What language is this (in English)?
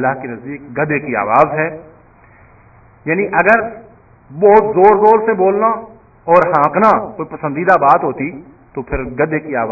Urdu